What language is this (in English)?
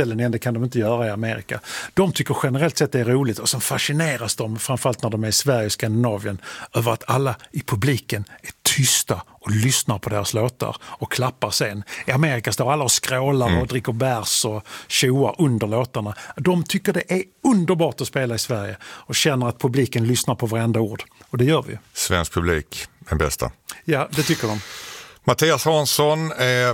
Swedish